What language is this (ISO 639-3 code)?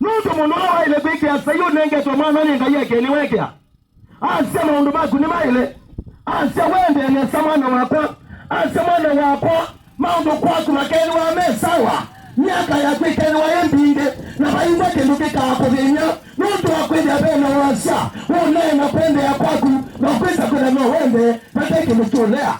kam